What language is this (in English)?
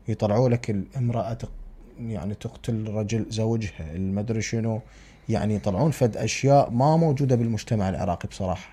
Mesopotamian Arabic